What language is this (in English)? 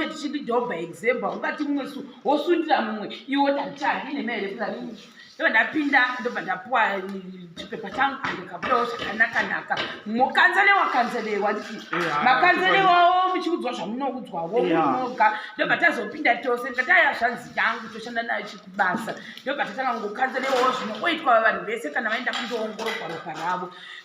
Shona